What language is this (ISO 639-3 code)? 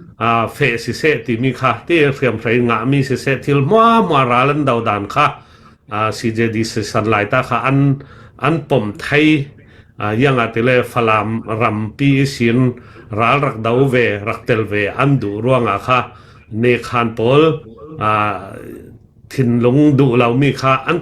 cfm